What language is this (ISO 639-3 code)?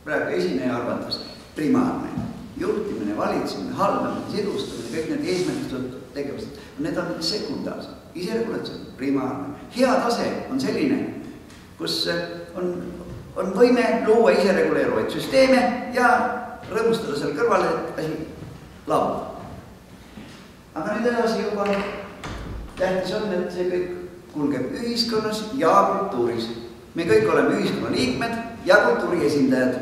est